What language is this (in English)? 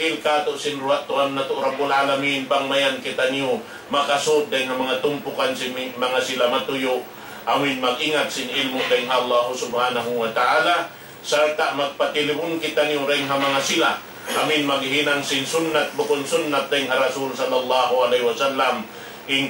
Tausug